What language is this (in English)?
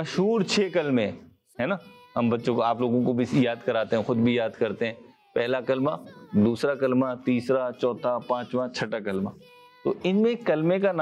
Urdu